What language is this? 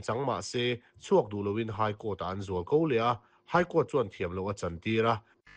Mizo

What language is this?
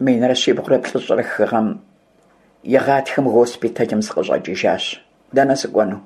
Kabardian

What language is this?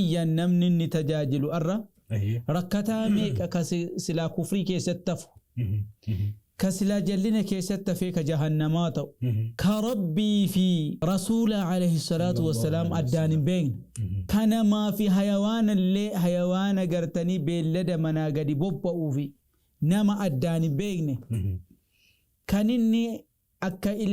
Oromo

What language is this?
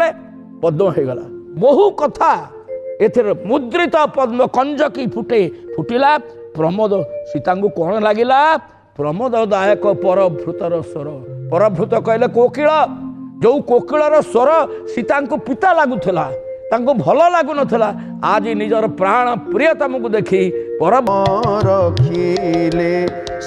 Odia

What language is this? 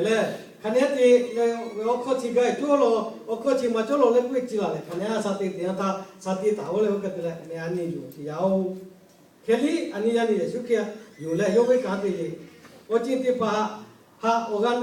Lahu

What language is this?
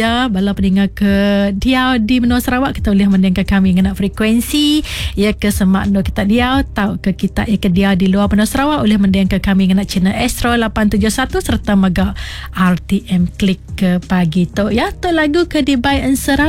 Iban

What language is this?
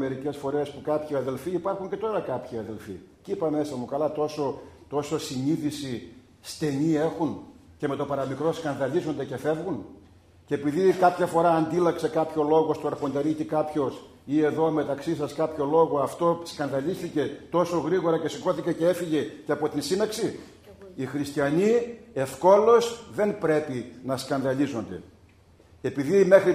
Greek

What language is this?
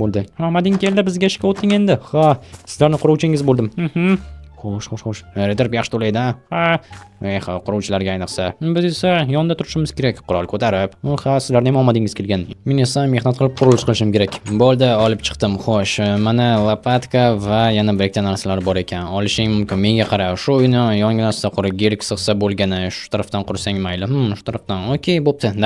Uzbek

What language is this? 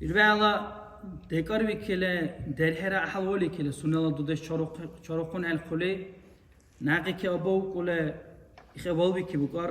Dargwa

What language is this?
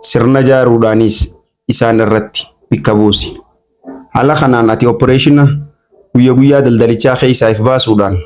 Oromo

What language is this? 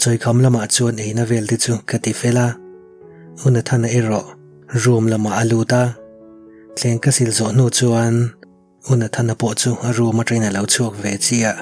Mizo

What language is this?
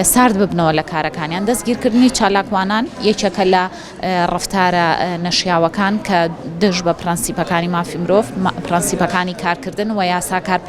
Central Kurdish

